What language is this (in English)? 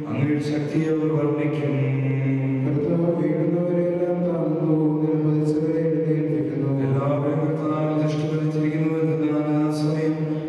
Malayalam